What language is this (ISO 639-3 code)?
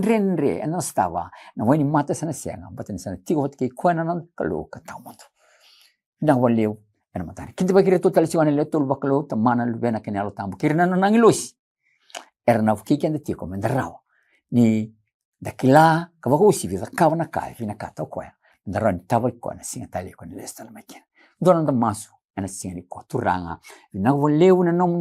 fij